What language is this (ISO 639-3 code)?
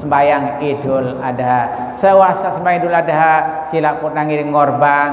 sas